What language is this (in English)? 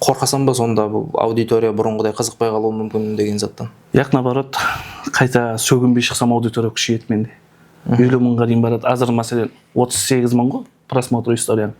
Kara-Kalpak